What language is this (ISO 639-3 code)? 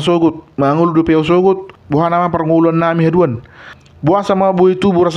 bbc